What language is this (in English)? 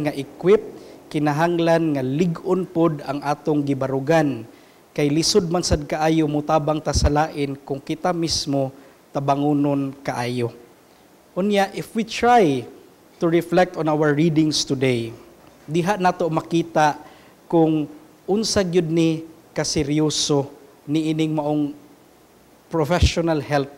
Cebuano